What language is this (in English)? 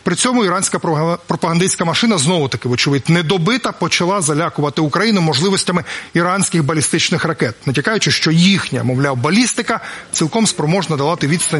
Ukrainian